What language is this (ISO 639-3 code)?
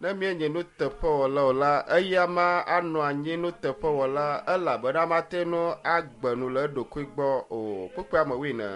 ewe